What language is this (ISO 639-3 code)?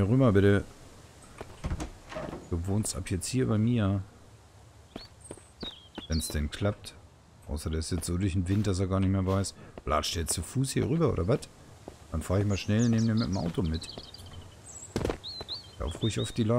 deu